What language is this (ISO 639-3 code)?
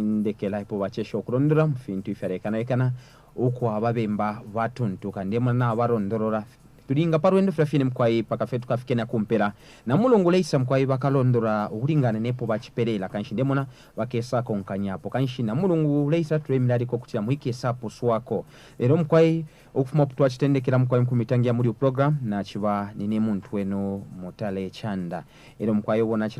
bem